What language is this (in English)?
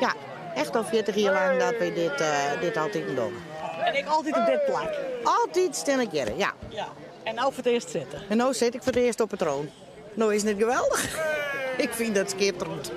Western Frisian